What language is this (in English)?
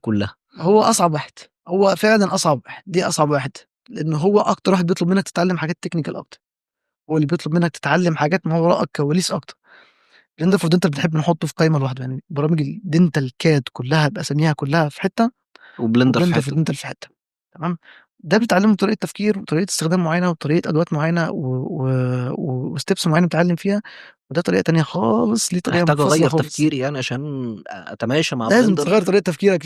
Egyptian Arabic